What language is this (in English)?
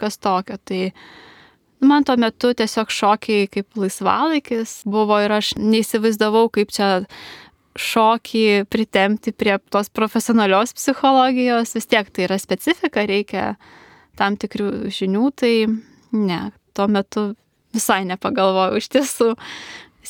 Lithuanian